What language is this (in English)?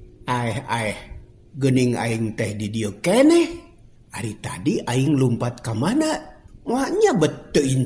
Sundanese